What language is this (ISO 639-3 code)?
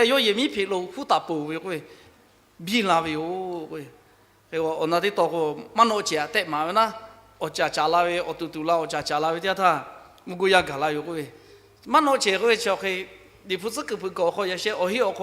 lhu